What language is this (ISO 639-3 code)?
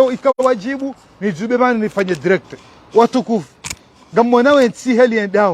zdj